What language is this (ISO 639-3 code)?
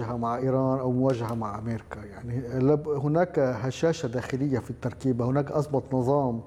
ara